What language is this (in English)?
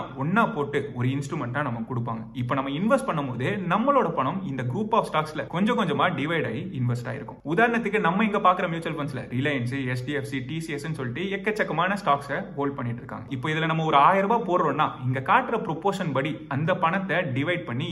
Tamil